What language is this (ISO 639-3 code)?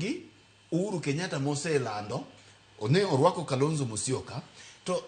luo